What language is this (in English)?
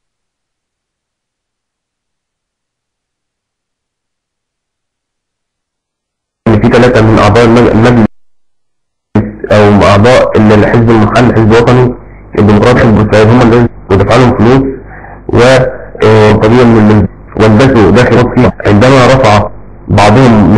Egyptian Arabic